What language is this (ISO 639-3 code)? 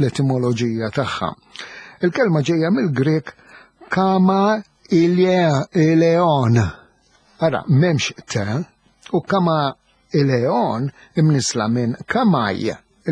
mlt